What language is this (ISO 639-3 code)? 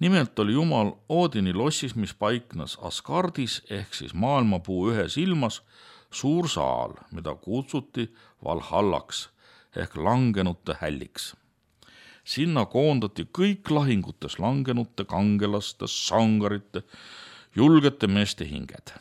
est